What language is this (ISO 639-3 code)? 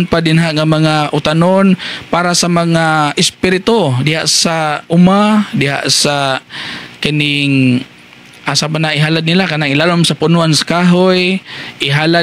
ceb